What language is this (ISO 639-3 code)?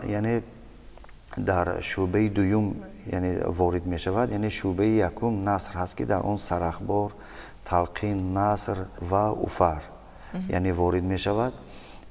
tgk